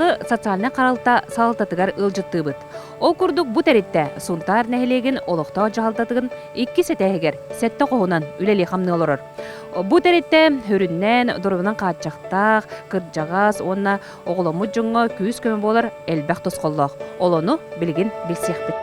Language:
Yakut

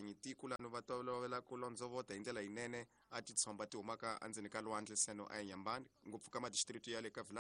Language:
Tsonga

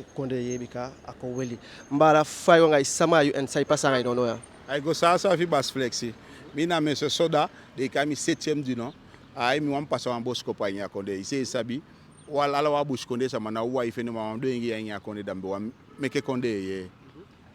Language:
Eastern Maroon Creole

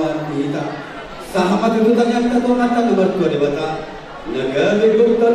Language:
Batak Toba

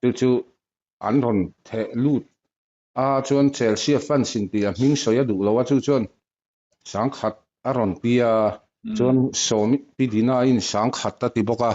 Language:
Mizo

